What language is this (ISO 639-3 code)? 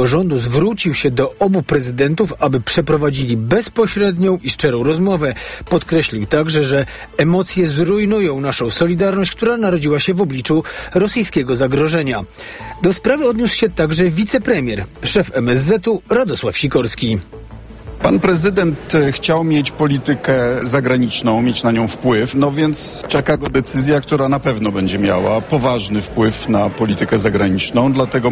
pol